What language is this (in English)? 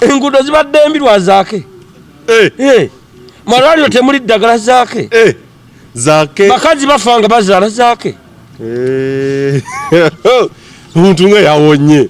Ganda